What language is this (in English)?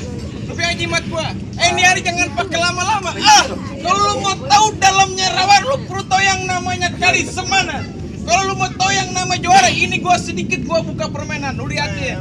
Betawi